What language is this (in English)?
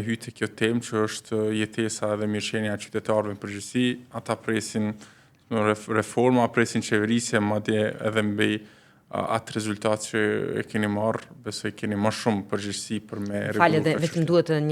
Albanian